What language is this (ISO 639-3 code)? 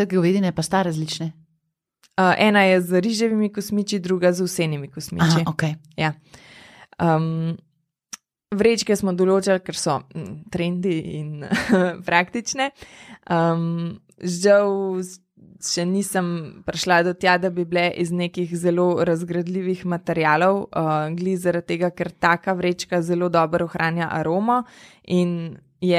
slv